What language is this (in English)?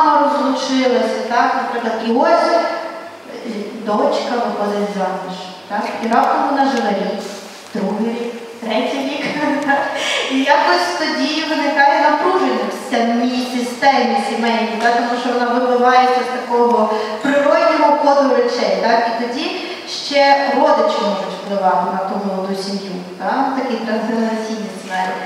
Ukrainian